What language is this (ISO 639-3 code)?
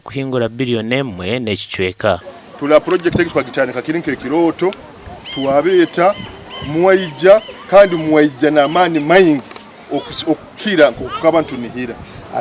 nyn